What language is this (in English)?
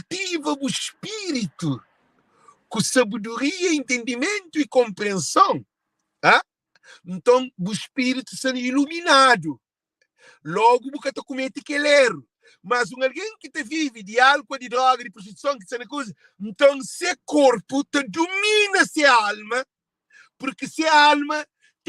Kabuverdianu